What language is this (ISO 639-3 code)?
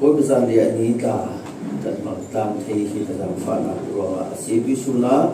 cfm